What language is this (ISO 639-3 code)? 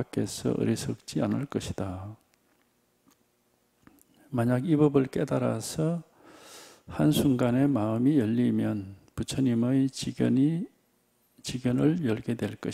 kor